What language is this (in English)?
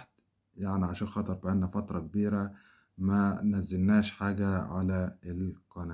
Egyptian Arabic